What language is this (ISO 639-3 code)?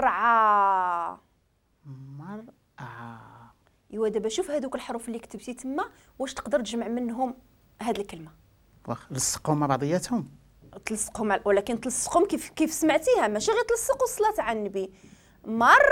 ary